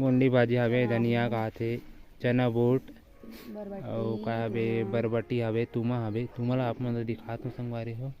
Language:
Chhattisgarhi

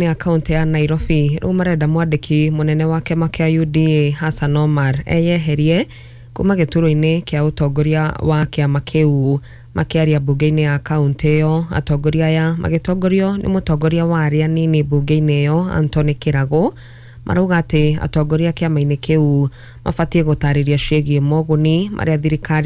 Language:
Kikuyu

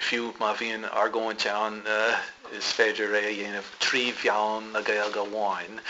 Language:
Irish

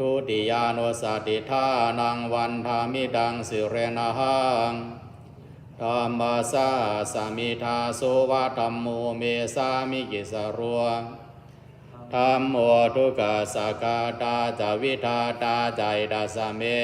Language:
Pali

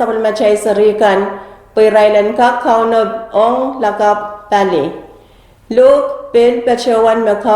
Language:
Pohnpeian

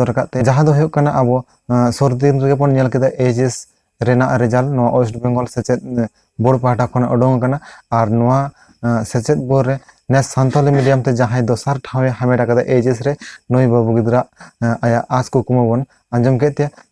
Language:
Santali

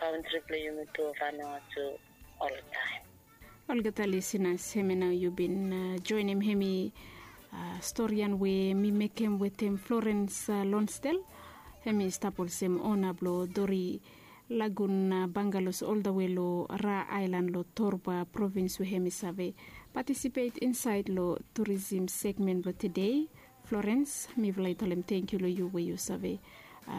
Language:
Bislama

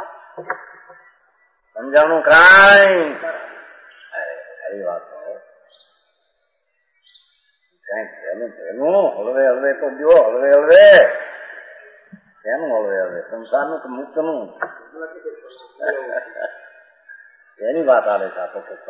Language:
Gujarati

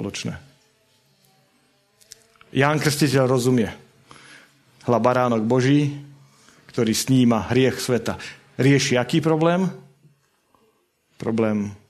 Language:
Slovak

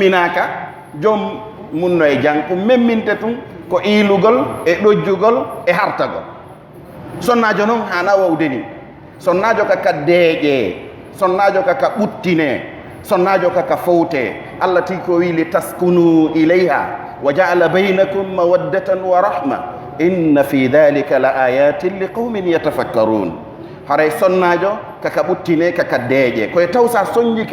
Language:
Pular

